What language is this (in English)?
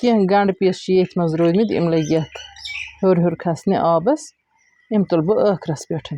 Kashmiri